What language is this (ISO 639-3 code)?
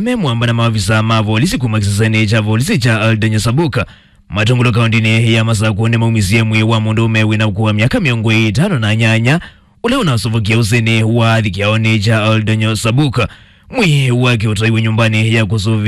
kam